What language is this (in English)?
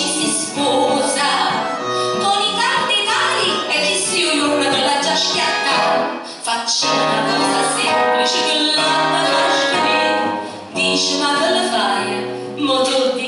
Neapolitan